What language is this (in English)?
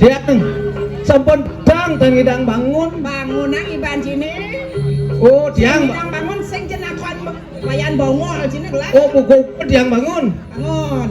Balinese